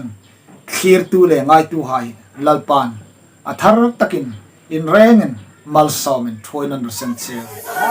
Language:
Hmar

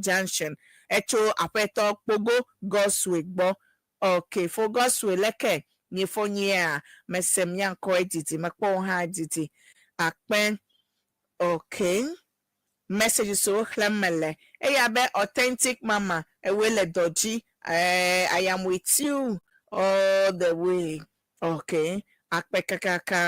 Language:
Ewe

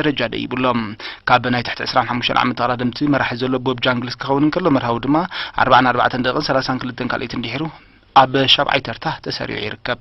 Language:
Tigrinya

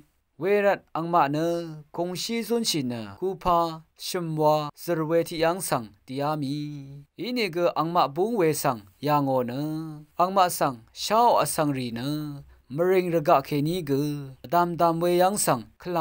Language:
Rawang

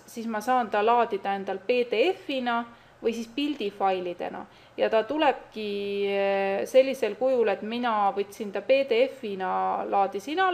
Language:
Estonian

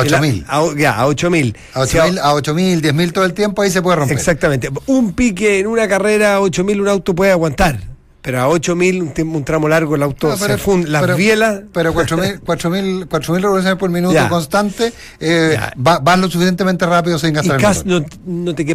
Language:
Spanish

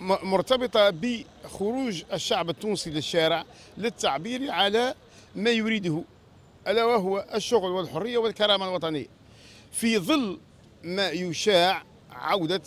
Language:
Tunisian Arabic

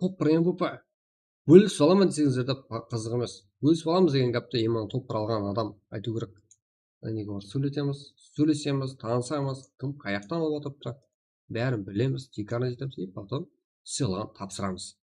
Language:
Kara-Kalpak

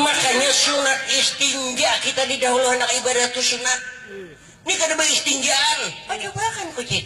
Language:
Banjar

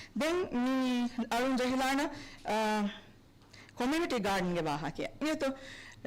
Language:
Divehi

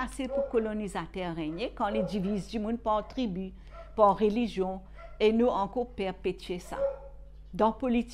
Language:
Morisyen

